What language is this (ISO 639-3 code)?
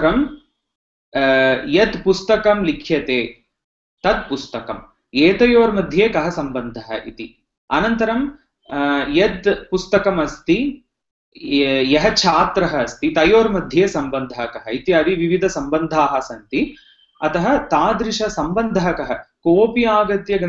san